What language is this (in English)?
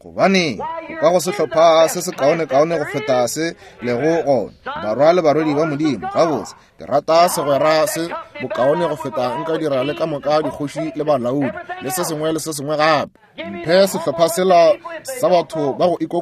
Northern Sotho